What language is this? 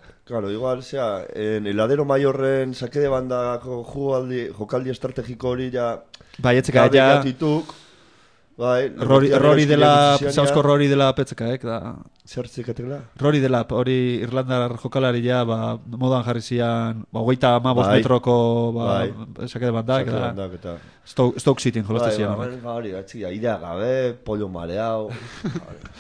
Basque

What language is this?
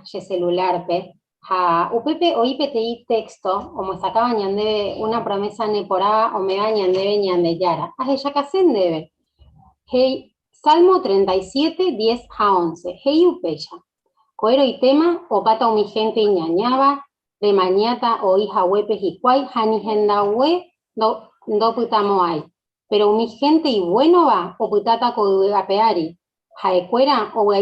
Guarani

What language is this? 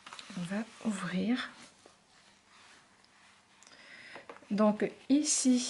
French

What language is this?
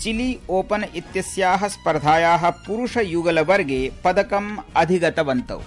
Sanskrit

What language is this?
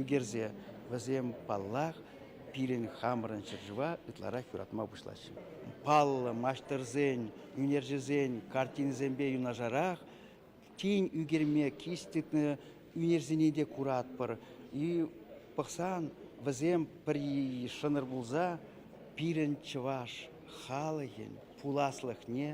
Chuvash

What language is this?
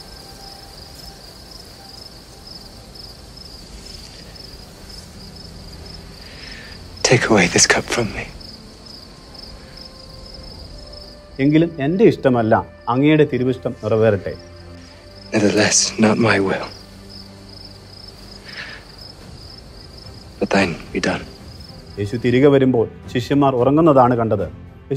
Malayalam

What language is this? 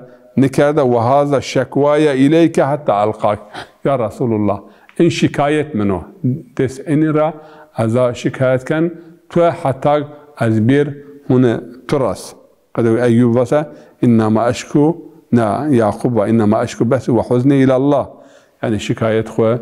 Zaza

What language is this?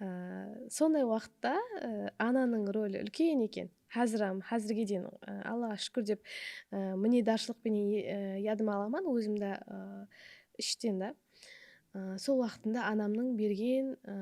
Kara-Kalpak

